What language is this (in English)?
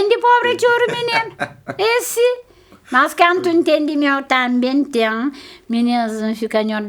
Kabuverdianu